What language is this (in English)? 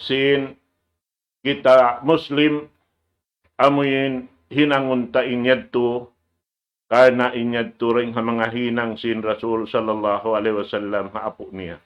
Tausug